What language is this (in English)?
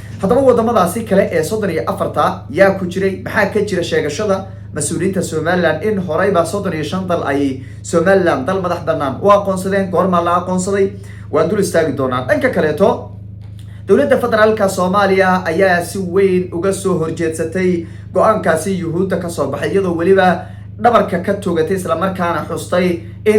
Somali